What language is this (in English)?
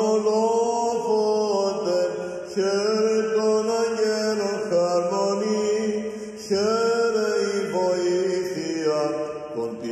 Greek